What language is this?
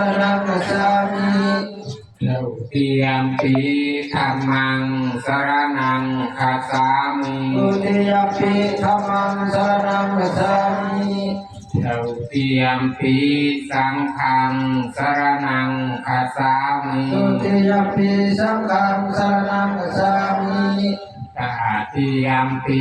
Pali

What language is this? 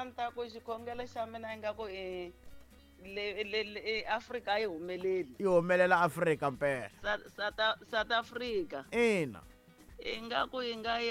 Tsonga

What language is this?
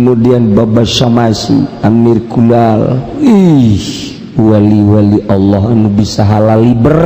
Sundanese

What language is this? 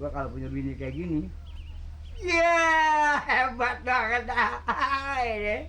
Betawi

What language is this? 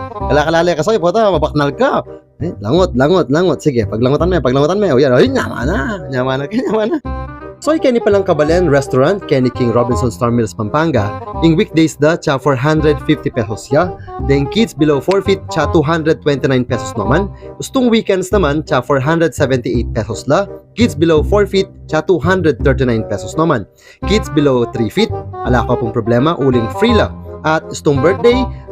Pampanga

